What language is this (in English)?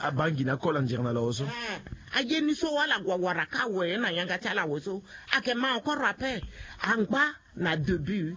Sango